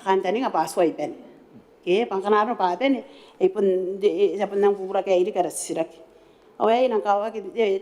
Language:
Gilbertese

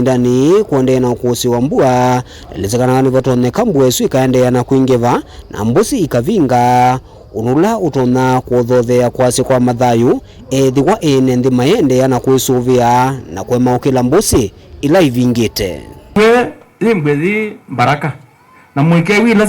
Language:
Kamba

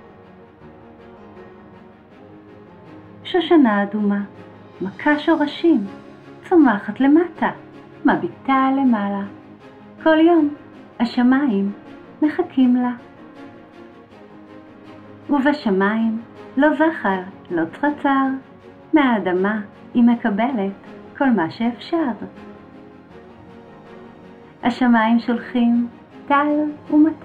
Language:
Hebrew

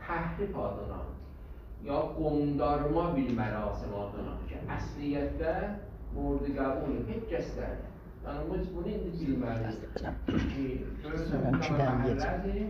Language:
South Azerbaijani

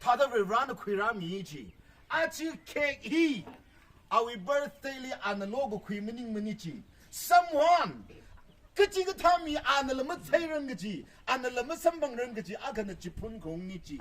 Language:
Tangkhul Naga (India)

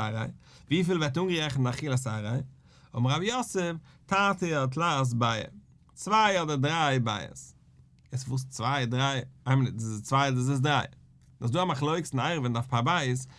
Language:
Yiddish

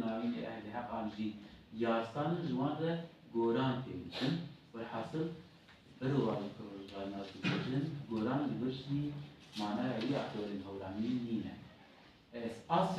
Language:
Kurdish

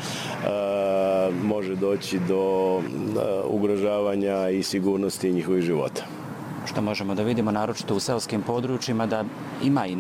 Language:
Bosnian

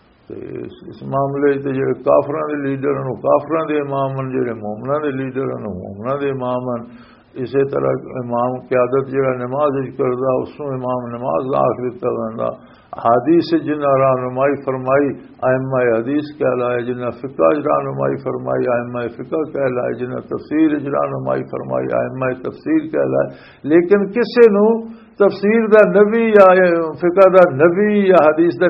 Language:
Western Panjabi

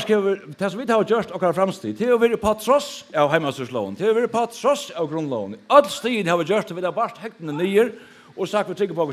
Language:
Faroese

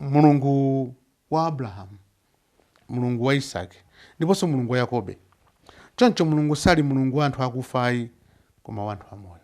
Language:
Nyanja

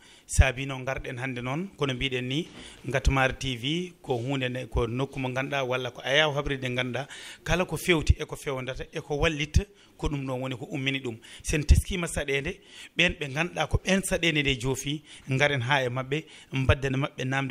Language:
Fula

